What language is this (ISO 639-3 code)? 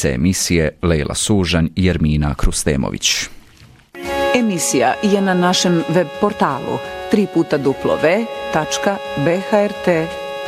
bos